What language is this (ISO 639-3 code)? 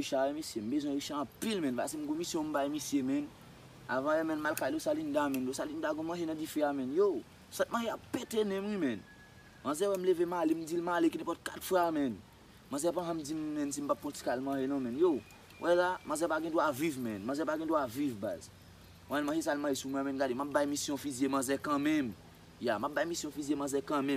hat